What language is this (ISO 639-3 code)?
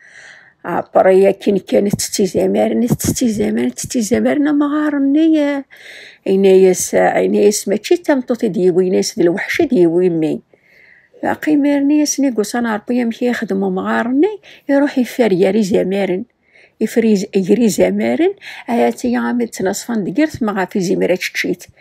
kab